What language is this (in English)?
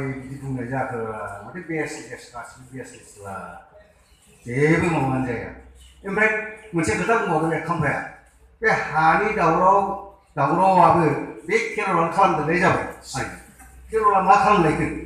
Bodo